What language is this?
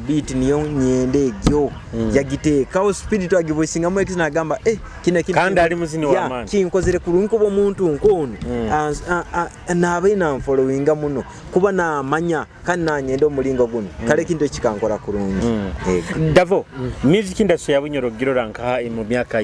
Nyoro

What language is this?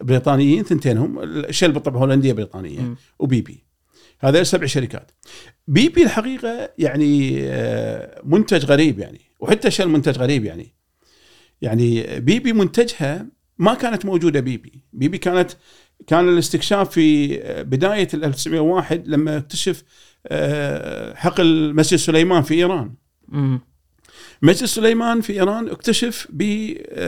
Gulf Arabic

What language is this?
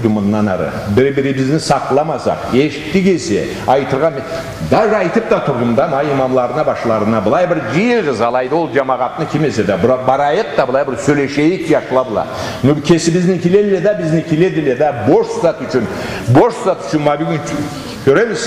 Karachay-Balkar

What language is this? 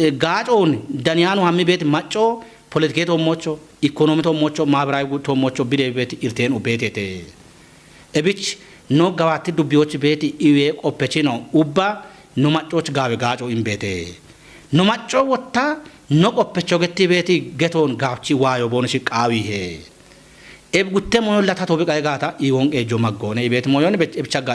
Kafa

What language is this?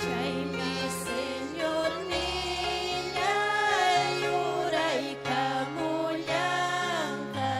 Ayacucho Quechua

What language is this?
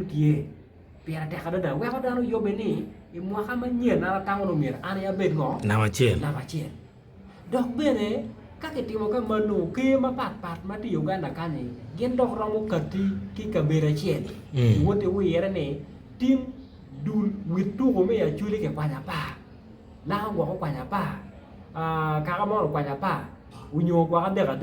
Acoli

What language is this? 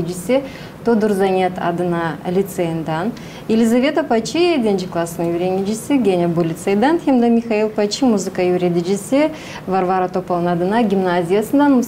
Gagauz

